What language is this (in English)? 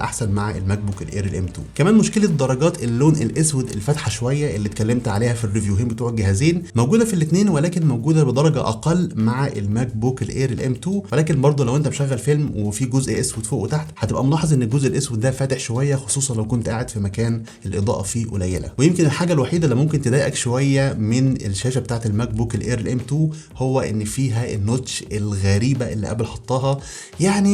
Egyptian Arabic